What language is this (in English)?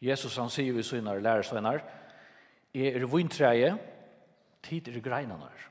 Faroese